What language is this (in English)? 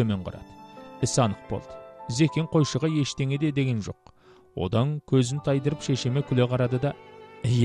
Kazakh